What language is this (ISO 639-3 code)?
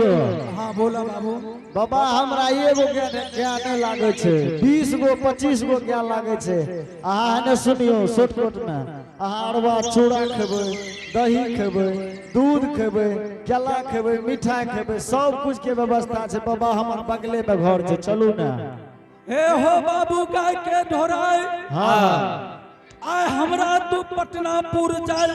anp